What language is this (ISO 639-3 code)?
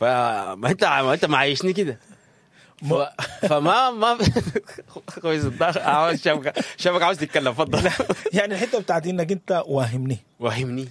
apd